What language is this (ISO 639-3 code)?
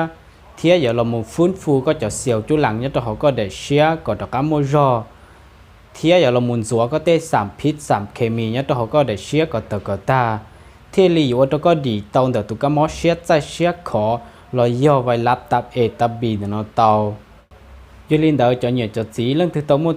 hmn